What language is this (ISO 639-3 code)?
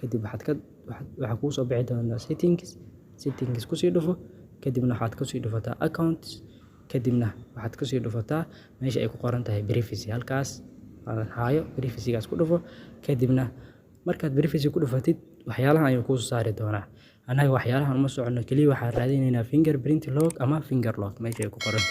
som